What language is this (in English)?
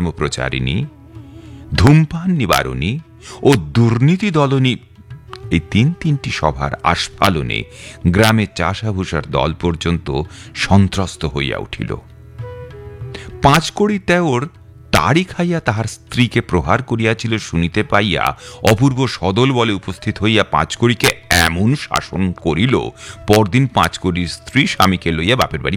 Bangla